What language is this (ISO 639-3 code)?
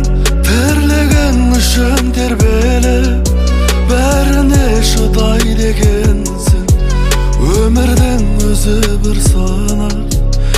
kaz